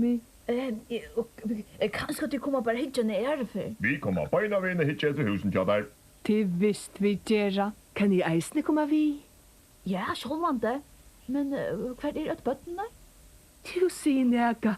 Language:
Faroese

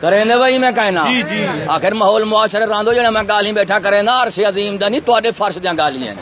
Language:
Saraiki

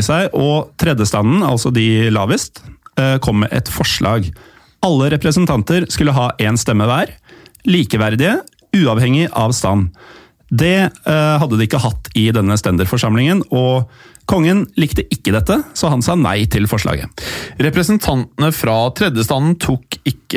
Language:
Norwegian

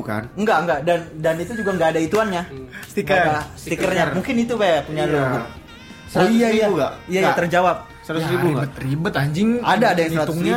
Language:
Indonesian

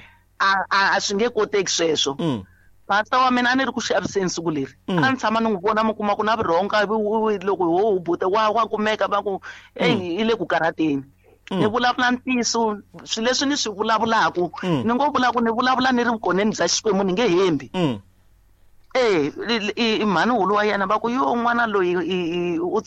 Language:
Tsonga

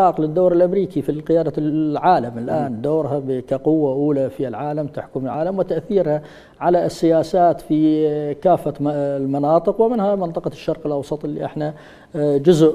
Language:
Mesopotamian Arabic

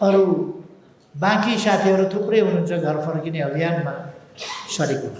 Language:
Nepali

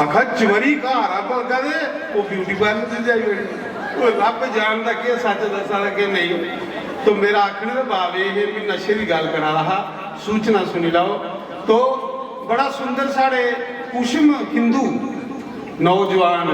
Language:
Dogri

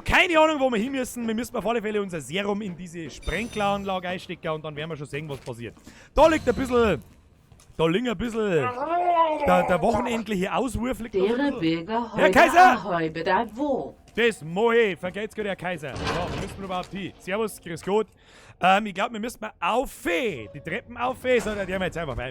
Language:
Bavarian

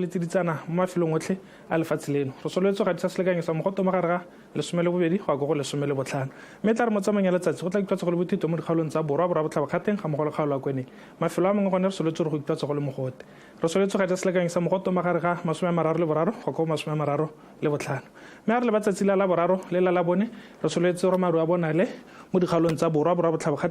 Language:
Tswana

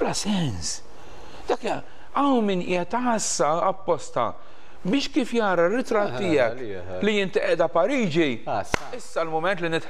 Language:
Maltese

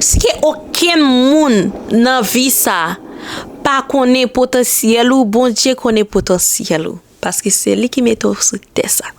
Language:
Haitian Creole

